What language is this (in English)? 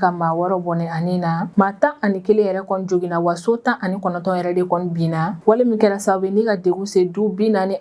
Bambara